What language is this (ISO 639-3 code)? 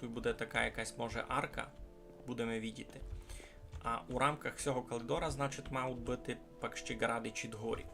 rue